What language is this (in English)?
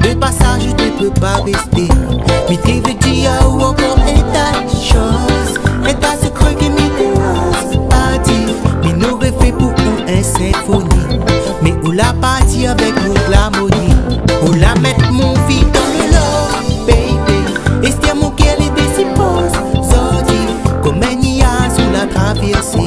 Réunion Creole French